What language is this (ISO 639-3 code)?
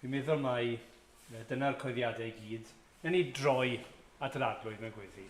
cym